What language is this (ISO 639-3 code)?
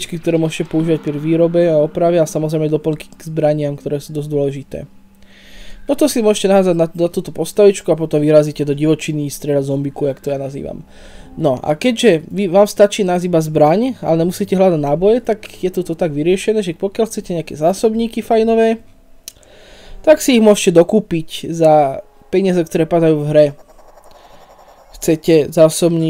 slk